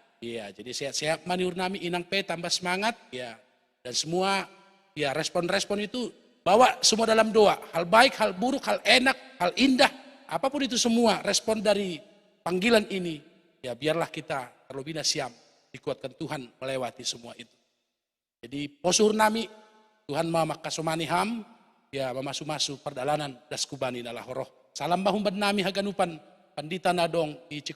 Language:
Batak Simalungun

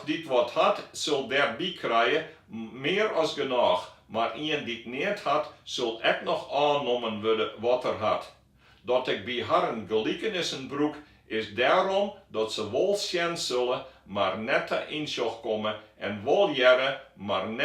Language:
Western Frisian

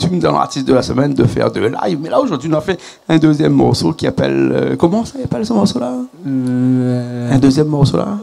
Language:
Réunion Creole French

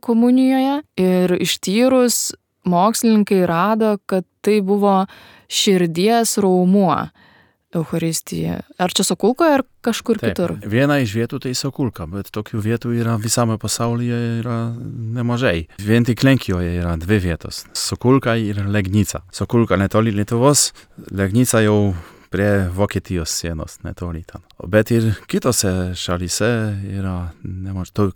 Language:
Lithuanian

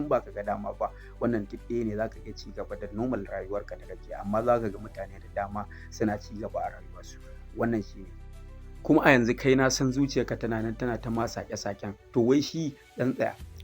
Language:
Hausa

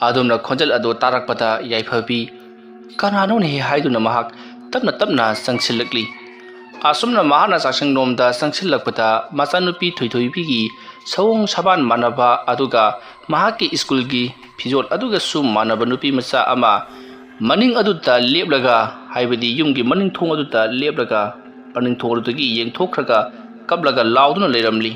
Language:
Manipuri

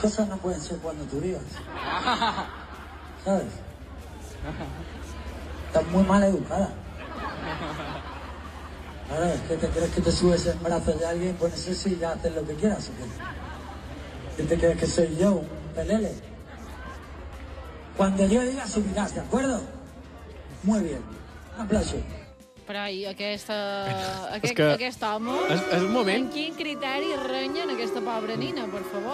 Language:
Catalan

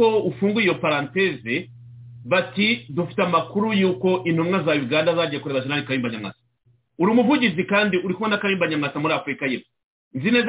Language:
Kinyarwanda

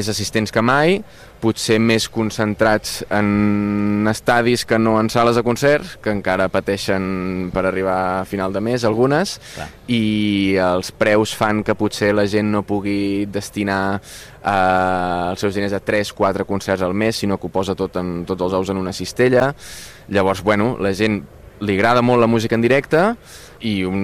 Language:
Catalan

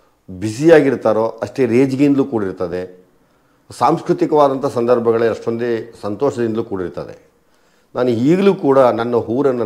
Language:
Kannada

